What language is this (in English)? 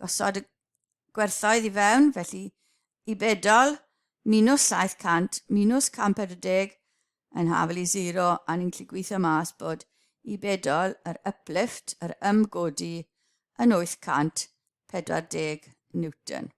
Welsh